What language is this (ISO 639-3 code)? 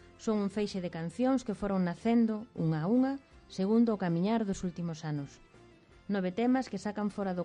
glg